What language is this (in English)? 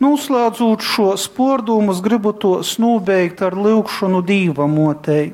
Latgalian